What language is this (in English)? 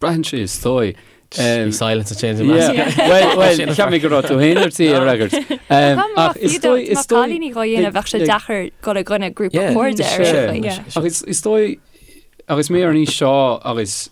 Irish